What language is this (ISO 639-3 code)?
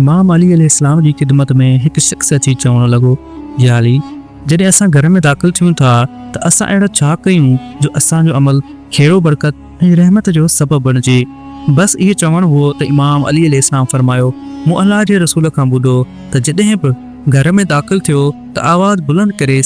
snd